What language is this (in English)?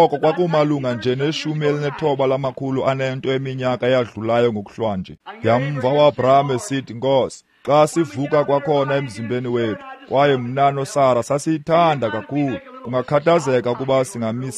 Xhosa